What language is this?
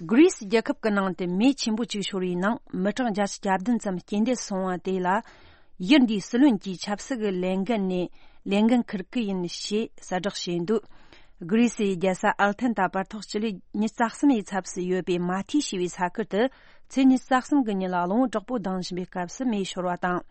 Tibetan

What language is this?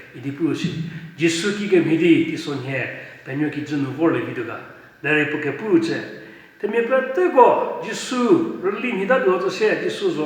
Angami Naga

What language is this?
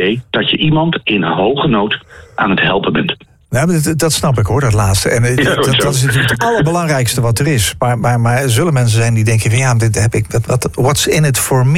Dutch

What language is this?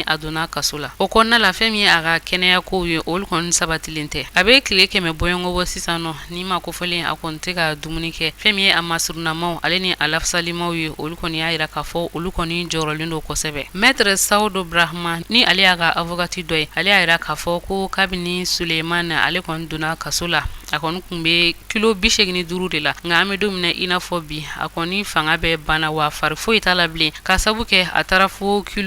Bambara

